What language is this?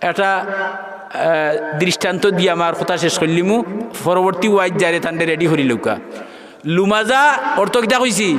Sylheti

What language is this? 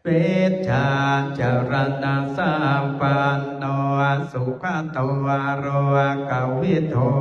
Pali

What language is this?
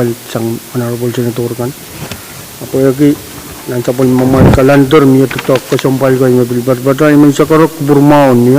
Pohnpeian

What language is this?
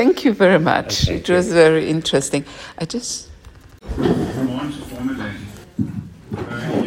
Danish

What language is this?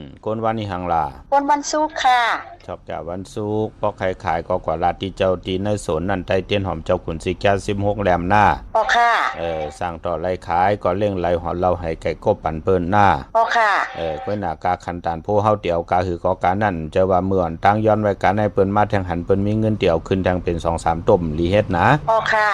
Shan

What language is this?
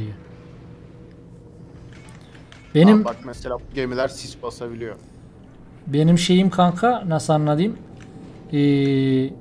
Turkish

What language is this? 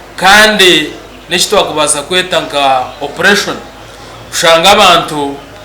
Nyankole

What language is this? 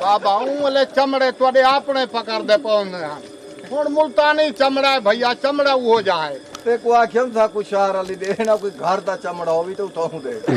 Saraiki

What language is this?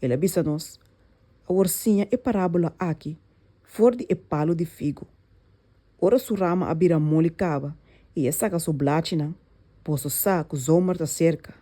Papiamento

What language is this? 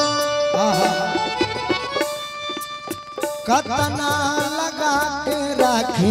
Bhojpuri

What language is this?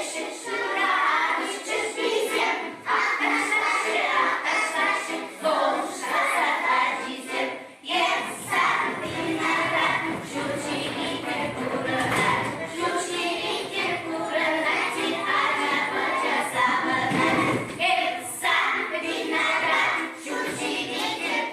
Chuvash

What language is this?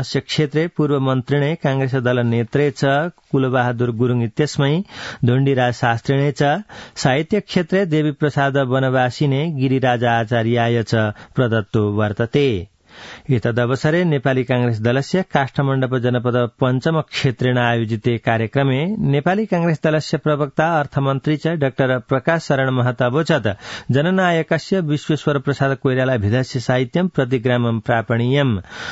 Sanskrit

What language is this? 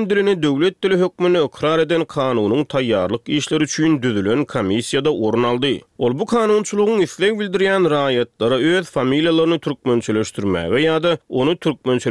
Turkmen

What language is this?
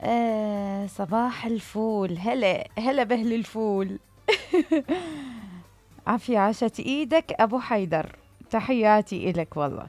Mesopotamian Arabic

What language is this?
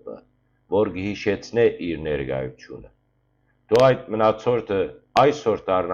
Western Armenian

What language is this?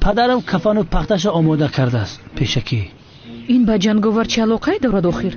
Tajik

